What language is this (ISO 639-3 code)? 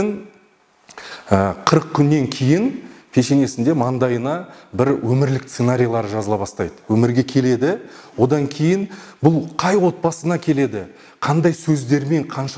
kaz